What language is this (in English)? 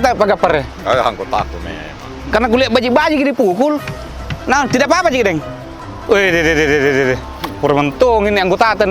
Makassar Malay